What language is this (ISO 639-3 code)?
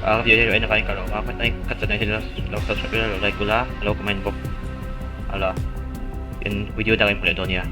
lus